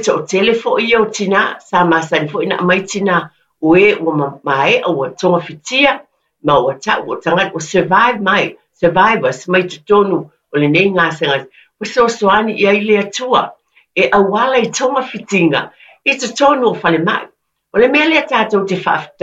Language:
Samoan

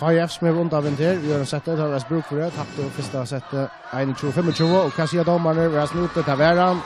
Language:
Faroese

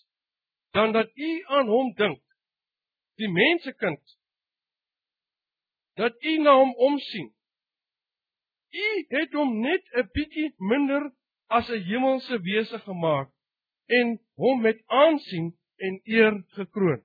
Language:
Afrikaans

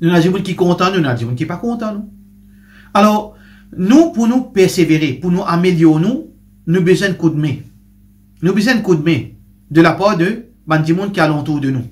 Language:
Morisyen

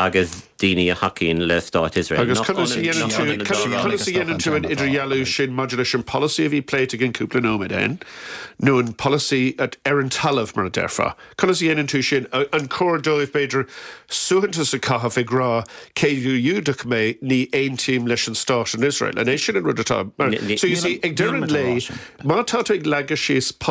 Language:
Irish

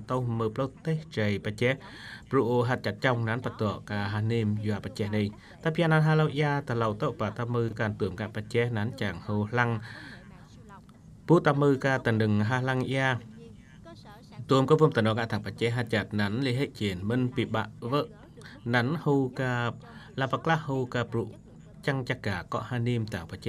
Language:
Eastern Cham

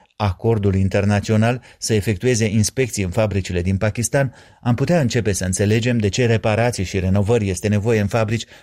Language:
Romanian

